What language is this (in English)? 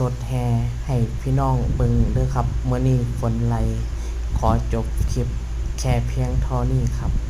Lao